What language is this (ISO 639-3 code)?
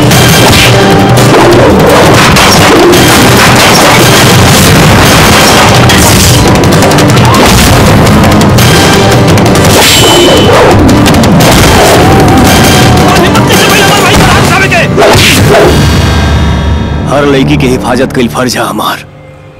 bho